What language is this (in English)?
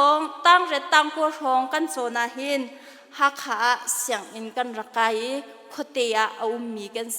Hakha Chin